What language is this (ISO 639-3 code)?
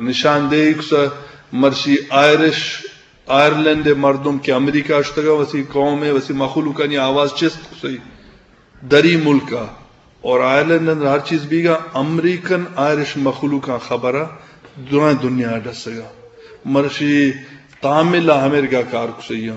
bgp